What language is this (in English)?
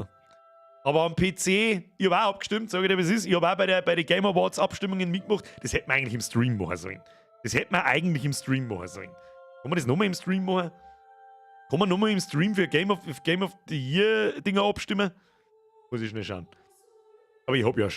Bavarian